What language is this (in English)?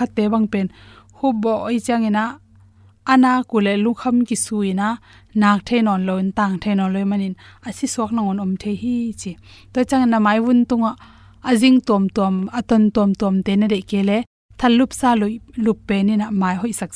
Tedim Chin